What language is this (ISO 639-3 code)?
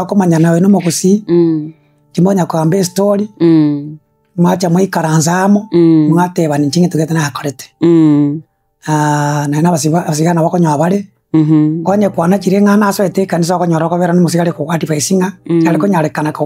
guz